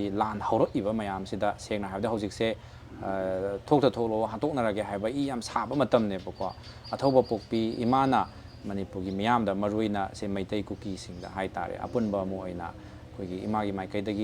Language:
Manipuri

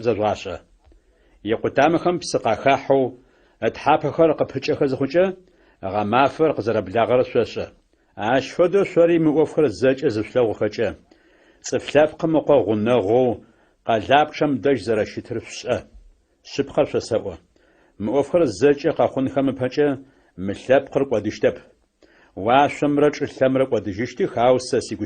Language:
Adyghe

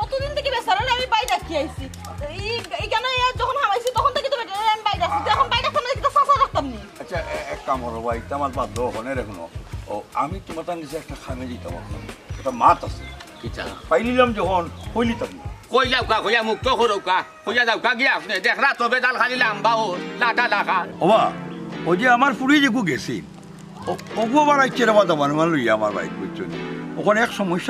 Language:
Sylheti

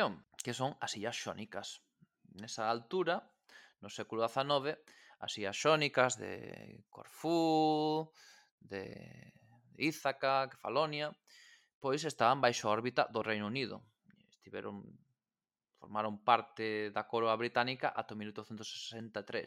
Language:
Galician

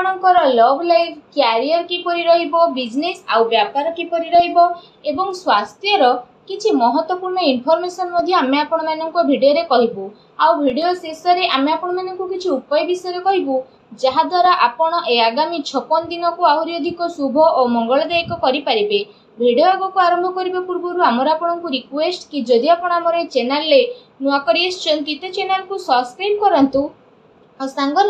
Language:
Odia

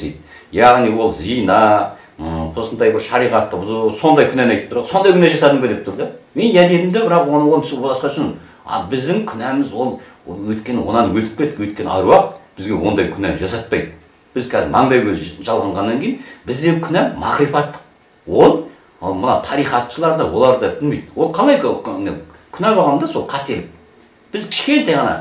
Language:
Kazakh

